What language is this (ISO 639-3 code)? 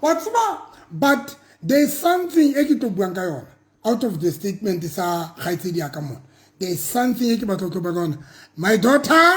sot